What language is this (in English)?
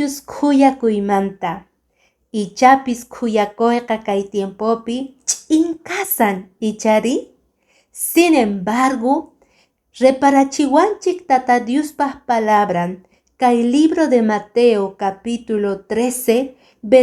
Quechua